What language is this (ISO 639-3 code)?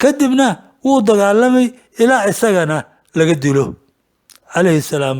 som